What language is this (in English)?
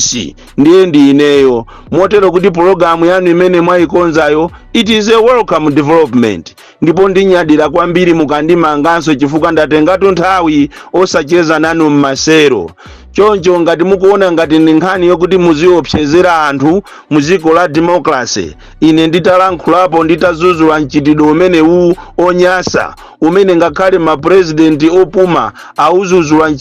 Nyanja